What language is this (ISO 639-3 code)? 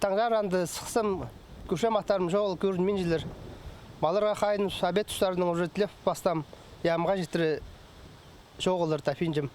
kjh